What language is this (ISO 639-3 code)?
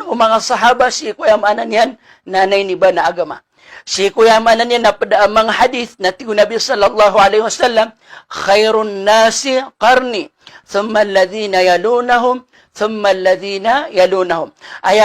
mrw